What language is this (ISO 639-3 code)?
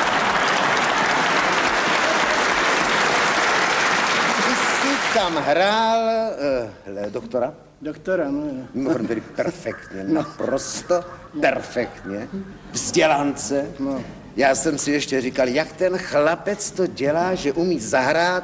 ces